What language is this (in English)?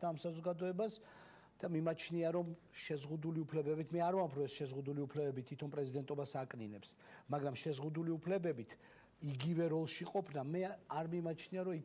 Georgian